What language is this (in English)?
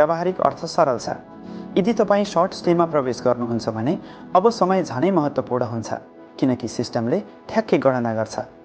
Nepali